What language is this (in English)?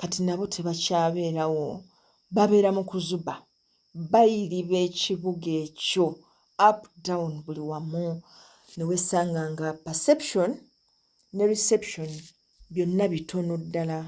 Ganda